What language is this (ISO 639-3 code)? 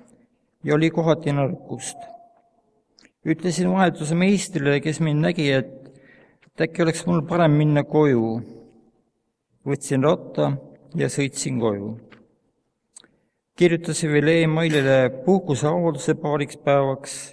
est